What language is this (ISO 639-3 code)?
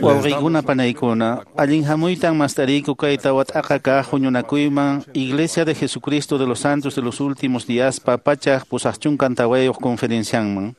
que